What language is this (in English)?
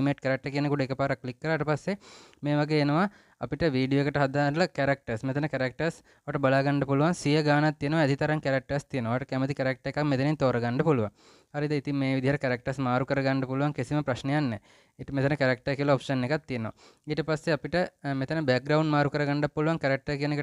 Sinhala